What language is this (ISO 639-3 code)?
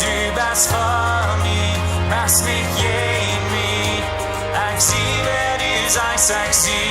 pdt